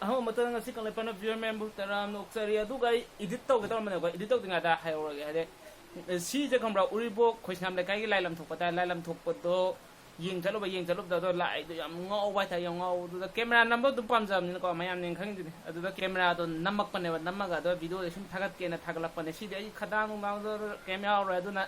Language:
Manipuri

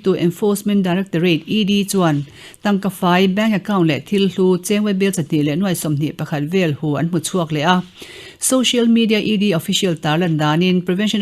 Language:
Mizo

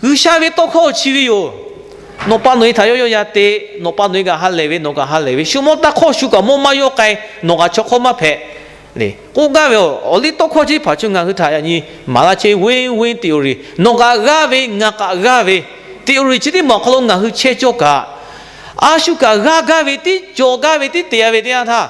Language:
Lahu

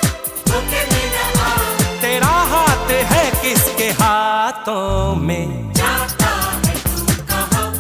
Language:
Hindi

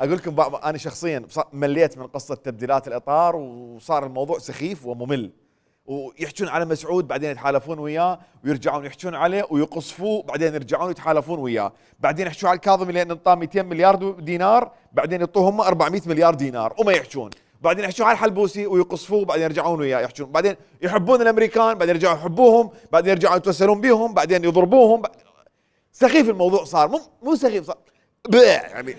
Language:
Mesopotamian Arabic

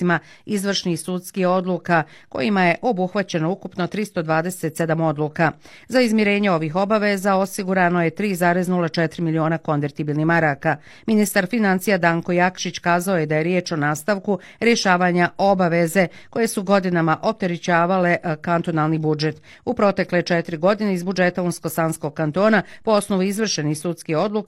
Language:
Bosnian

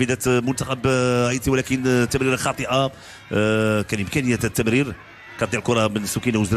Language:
Moroccan Arabic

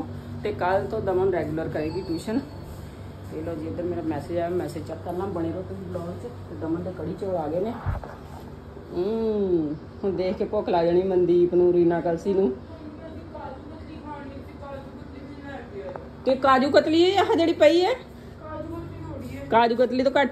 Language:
Punjabi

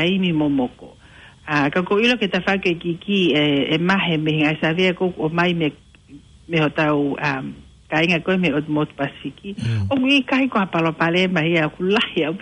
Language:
Tongan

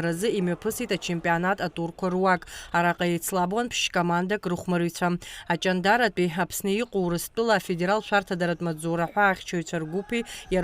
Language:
Abkhazian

